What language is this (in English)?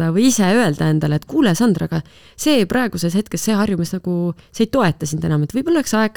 Estonian